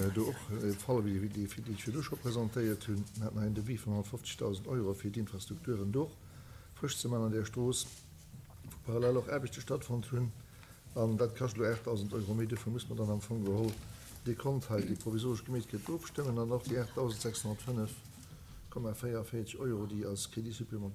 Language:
Luxembourgish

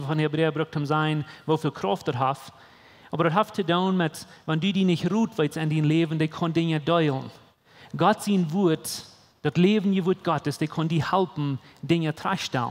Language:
Plautdietsch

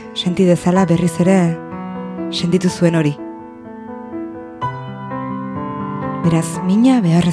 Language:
Basque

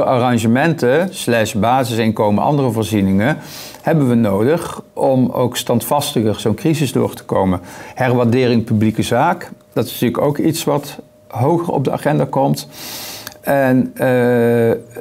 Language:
Dutch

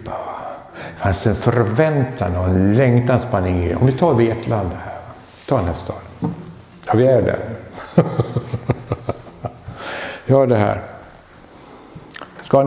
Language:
Swedish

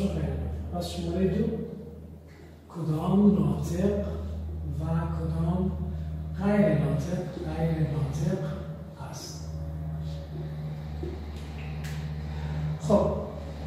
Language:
Persian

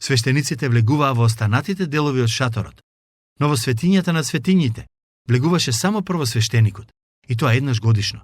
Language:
Macedonian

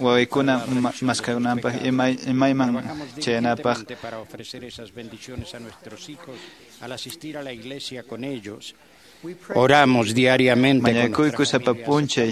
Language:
Quechua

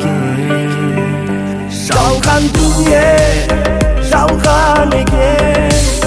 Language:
Kazakh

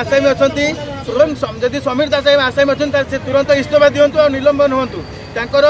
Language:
Odia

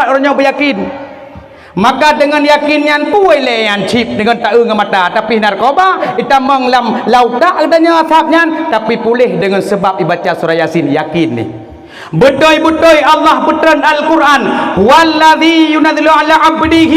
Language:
Achinese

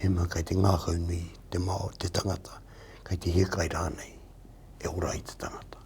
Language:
Māori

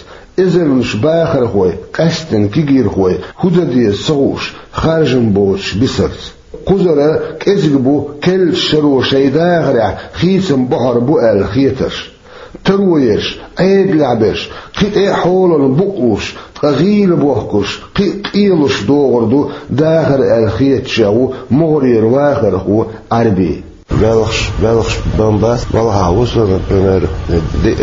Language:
Chechen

